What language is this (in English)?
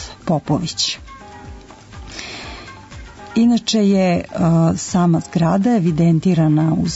Serbian